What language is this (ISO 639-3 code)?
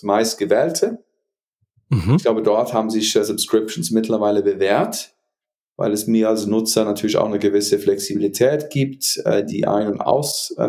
deu